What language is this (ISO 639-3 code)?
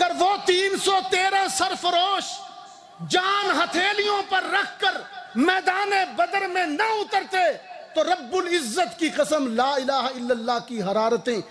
urd